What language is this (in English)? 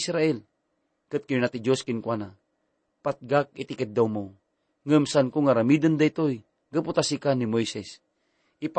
Iloko